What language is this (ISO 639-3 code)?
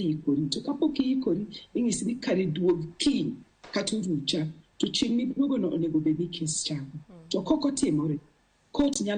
luo